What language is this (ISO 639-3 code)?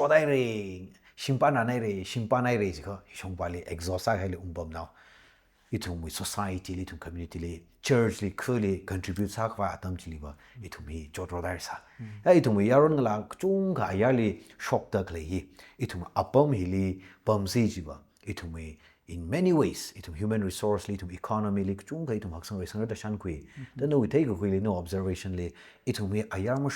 nmf